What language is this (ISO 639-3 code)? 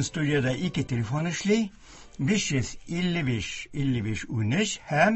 tat